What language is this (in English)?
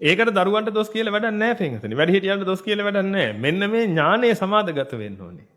Sinhala